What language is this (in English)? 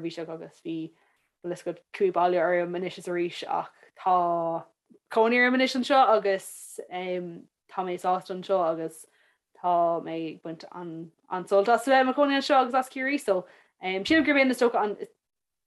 Irish